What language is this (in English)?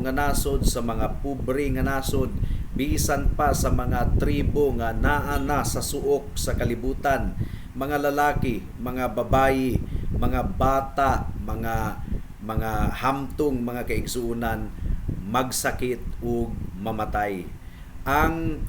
Cebuano